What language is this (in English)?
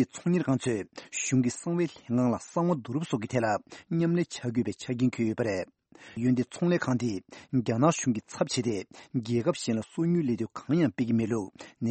Tibetan